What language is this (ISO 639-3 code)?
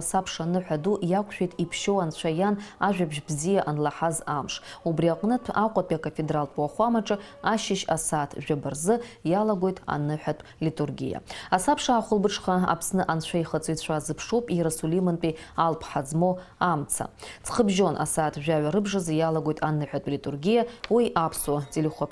abk